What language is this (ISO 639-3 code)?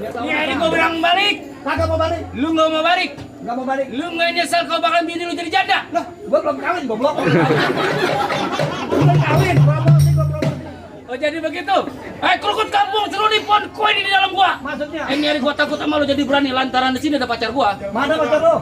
bew